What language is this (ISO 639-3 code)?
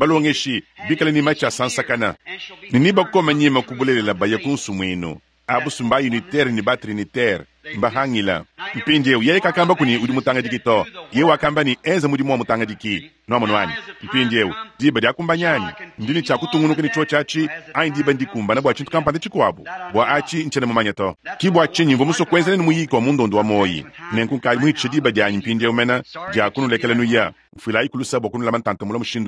lua